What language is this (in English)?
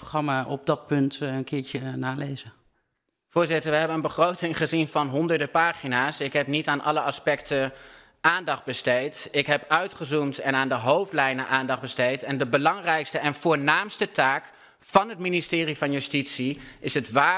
Dutch